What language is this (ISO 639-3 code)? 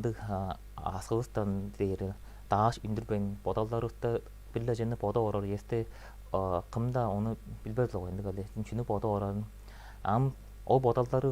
tyv